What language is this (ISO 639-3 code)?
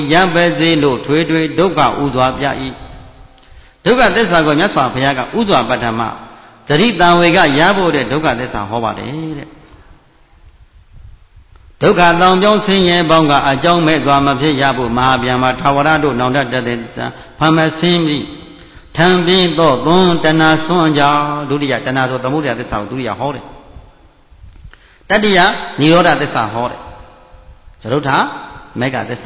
mya